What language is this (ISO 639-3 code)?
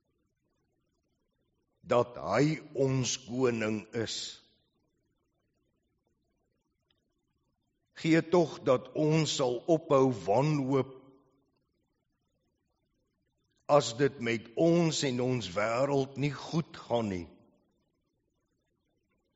afr